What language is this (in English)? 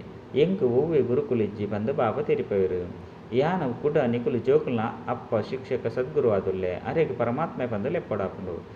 Tulu